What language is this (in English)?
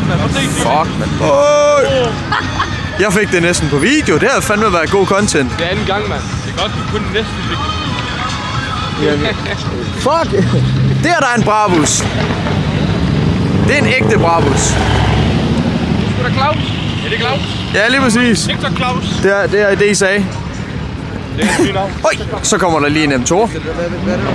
Danish